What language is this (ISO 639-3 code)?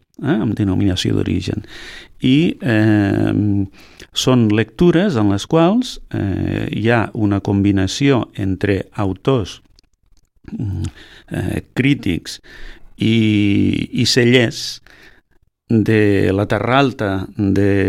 cat